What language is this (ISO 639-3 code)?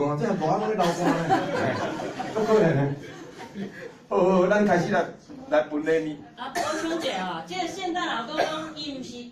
nan